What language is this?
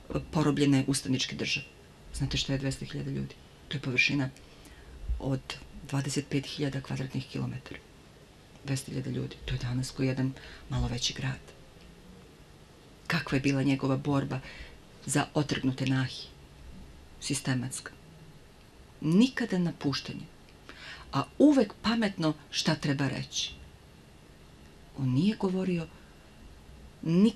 Serbian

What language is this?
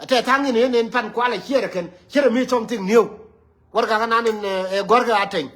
Nuer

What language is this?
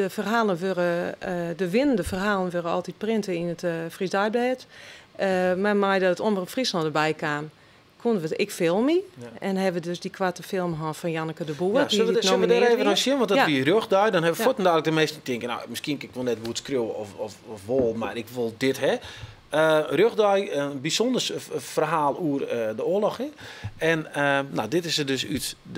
Western Frisian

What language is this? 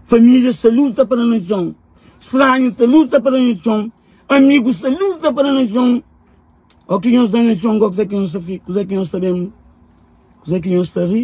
Kabuverdianu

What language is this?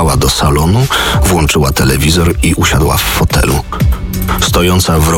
Polish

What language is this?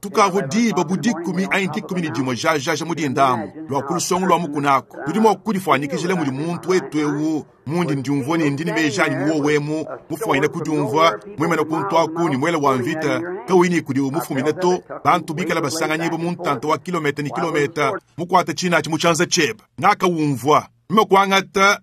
Luba-Lulua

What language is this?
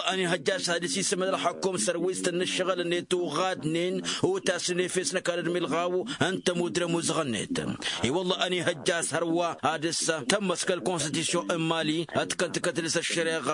Tamasheq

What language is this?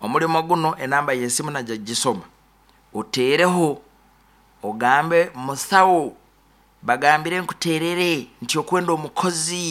Nyoro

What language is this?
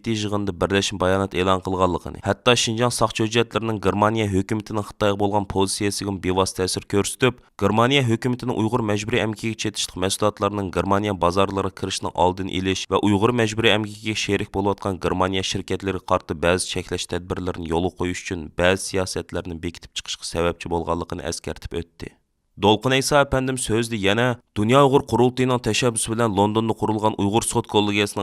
Uyghur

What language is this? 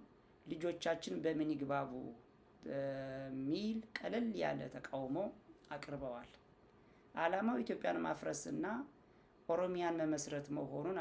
Amharic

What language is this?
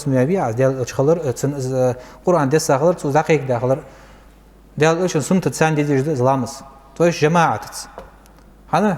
Ingush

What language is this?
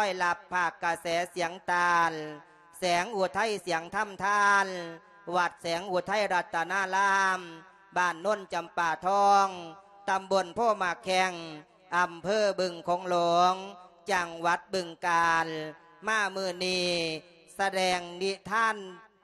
Lao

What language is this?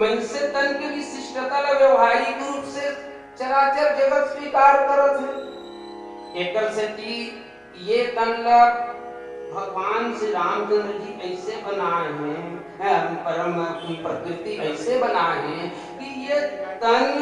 Chhattisgarhi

